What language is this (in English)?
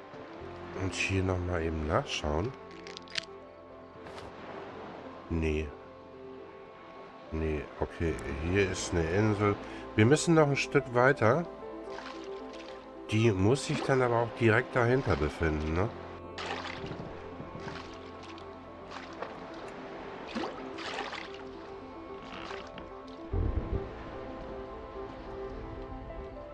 German